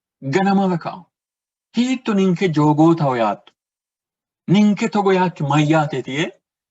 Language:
Sidamo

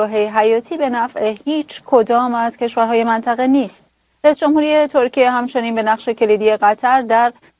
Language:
Persian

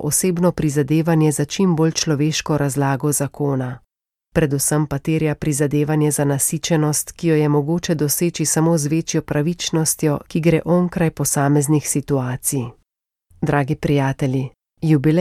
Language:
Slovenian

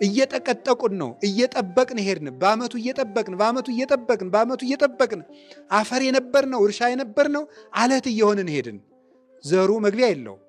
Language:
Amharic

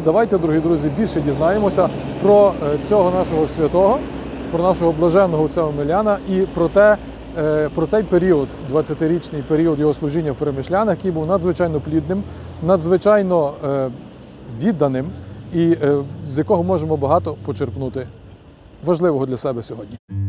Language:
Ukrainian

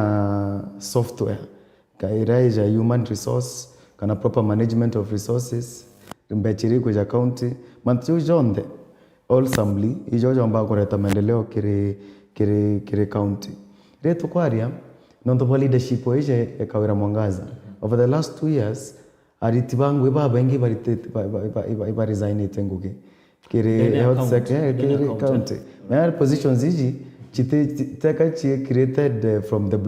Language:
Meru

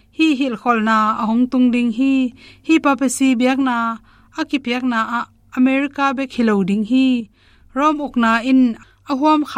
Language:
Tedim Chin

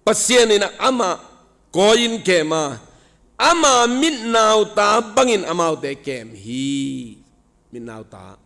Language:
Tedim Chin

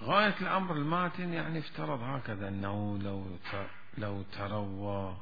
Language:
Mesopotamian Arabic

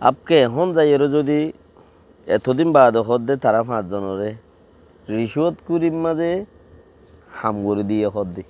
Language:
Rohingya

